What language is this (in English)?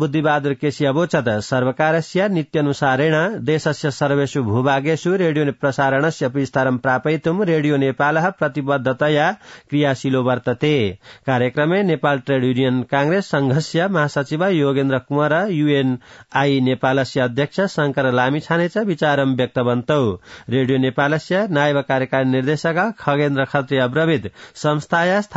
Sanskrit